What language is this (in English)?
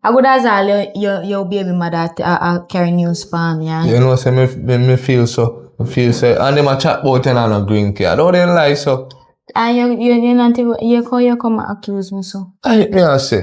Jamaican Creole English